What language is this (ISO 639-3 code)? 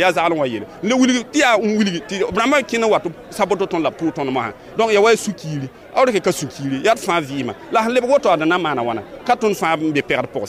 mos